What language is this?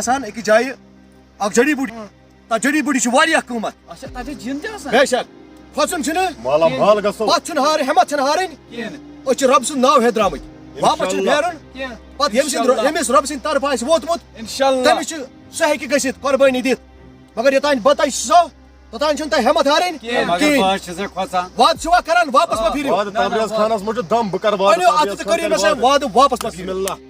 Kashmiri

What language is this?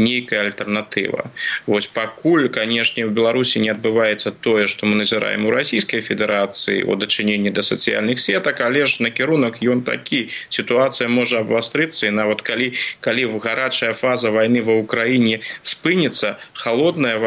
Belarusian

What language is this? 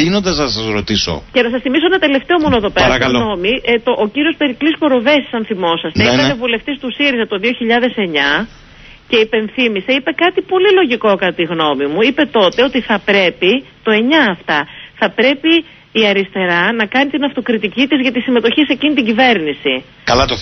Greek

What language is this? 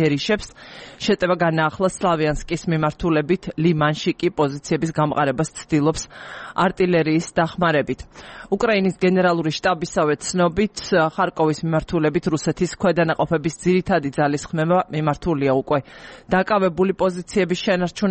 Georgian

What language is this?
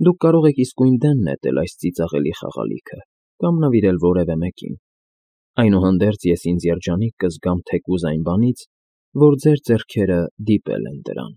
Armenian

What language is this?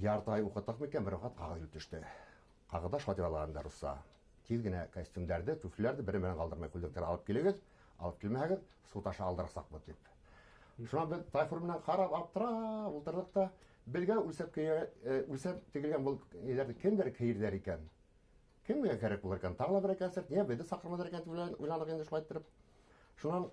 Bashkir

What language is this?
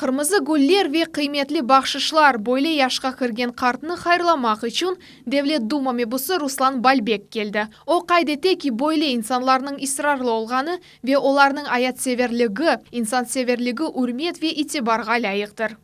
Crimean Tatar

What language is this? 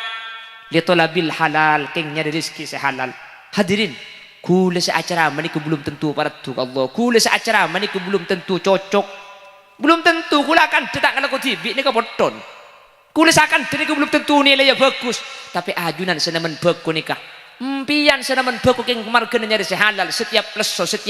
Madurese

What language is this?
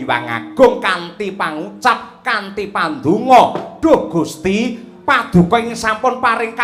Javanese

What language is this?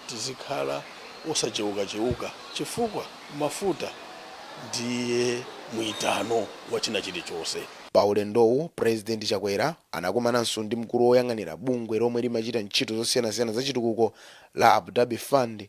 Nyanja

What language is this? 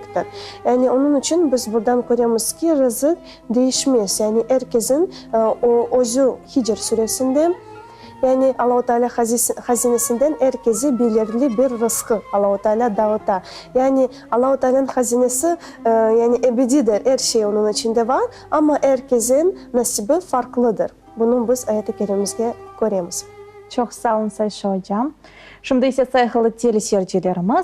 Crimean Tatar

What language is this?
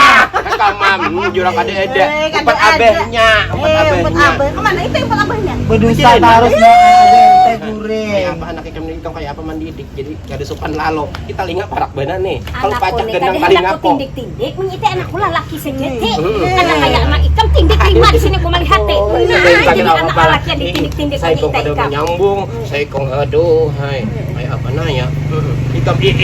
Banjar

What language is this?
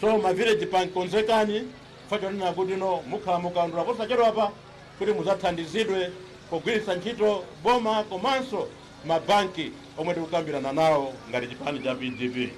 Nyanja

